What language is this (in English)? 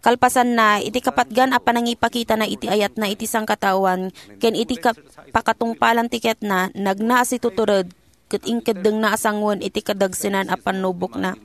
Iloko